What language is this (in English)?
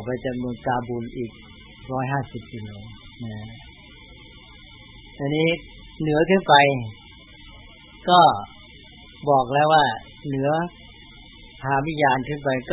Thai